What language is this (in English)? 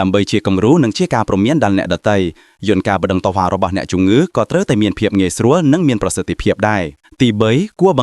Khmer